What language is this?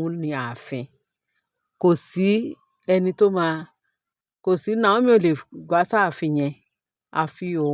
Yoruba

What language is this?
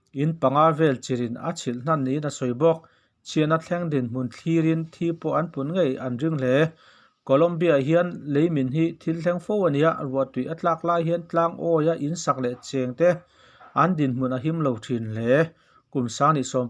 Mizo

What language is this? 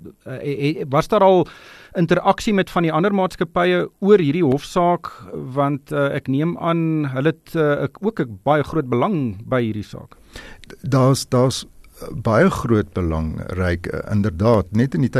Afrikaans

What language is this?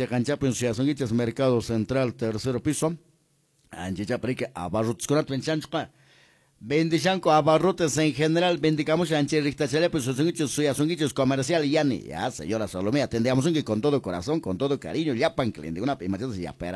Quechua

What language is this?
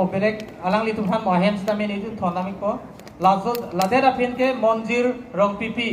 Karbi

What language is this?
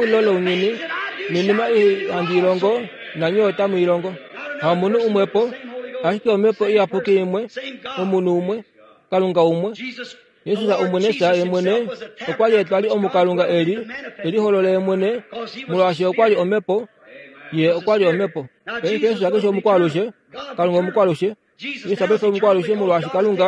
Kuanyama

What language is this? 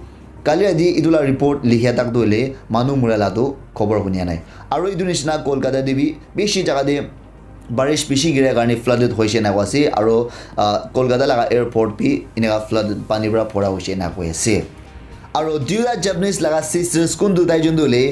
Naga Pidgin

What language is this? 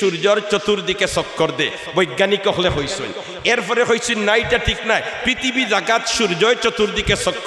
Sylheti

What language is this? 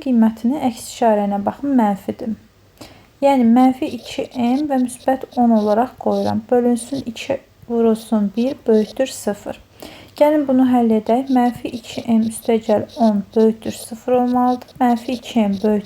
Azerbaijani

